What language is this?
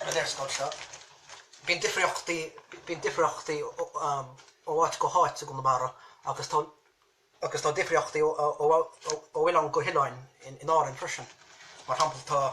Irish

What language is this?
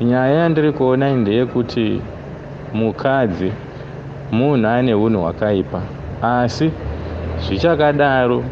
Shona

